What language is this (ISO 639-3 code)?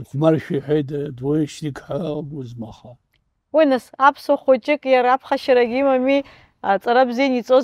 abk